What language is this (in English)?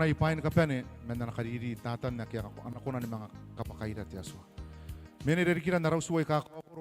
Gilbertese